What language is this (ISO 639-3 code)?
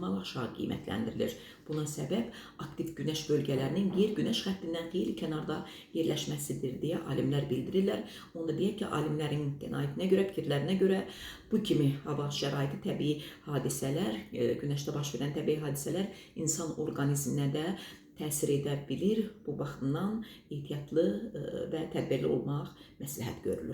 aze